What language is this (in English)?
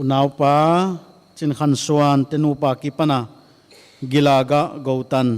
Paite Chin